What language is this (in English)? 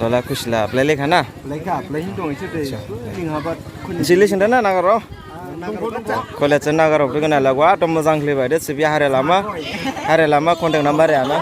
Dimasa